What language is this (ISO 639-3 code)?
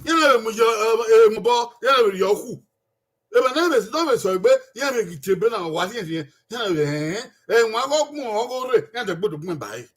bin